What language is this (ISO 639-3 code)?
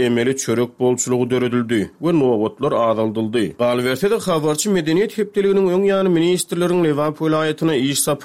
tuk